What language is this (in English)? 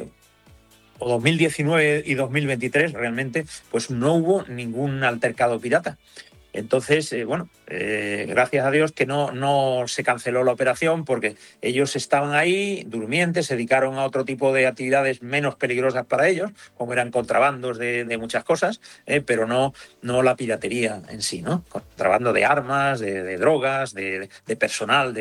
Spanish